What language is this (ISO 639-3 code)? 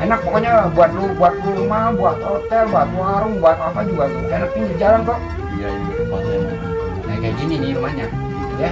bew